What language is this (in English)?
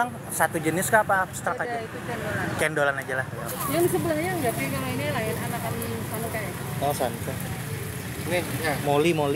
Banjar